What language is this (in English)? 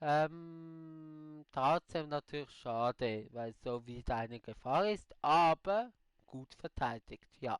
Swiss German